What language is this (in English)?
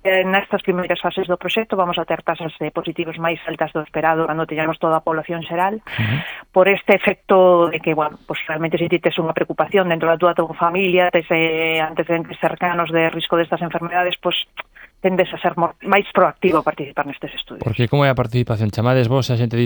Galician